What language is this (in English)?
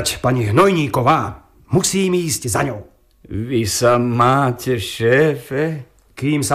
Slovak